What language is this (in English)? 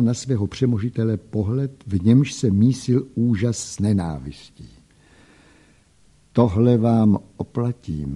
Czech